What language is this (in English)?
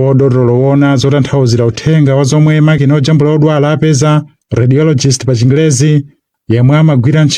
Nyanja